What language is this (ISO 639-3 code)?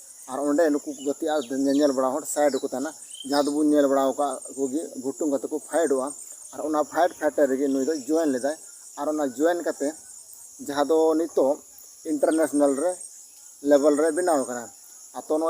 sat